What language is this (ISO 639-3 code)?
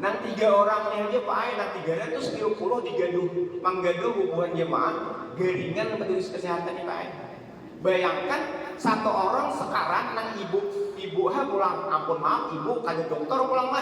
bjn